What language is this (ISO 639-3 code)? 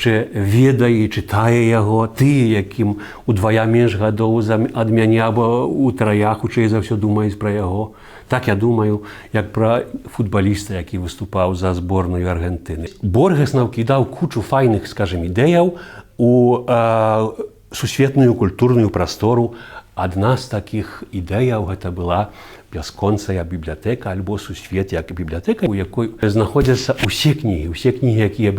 bel